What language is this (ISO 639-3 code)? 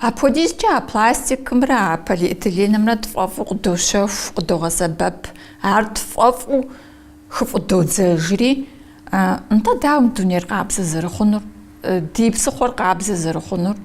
kbd